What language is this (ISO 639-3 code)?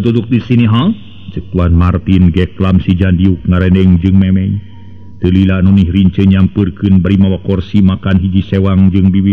sun